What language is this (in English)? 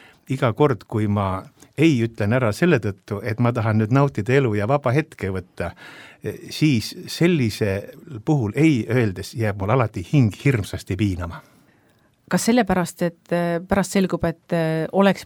Estonian